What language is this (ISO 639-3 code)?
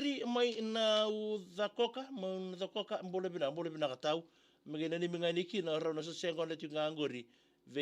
fij